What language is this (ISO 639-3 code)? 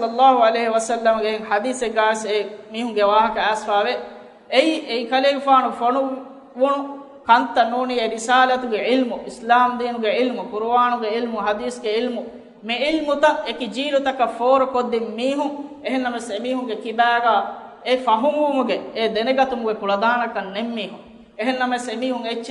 div